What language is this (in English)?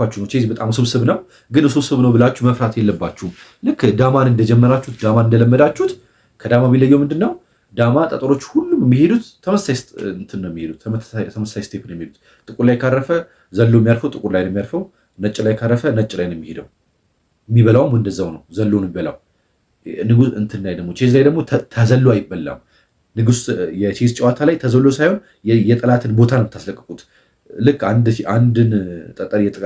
Amharic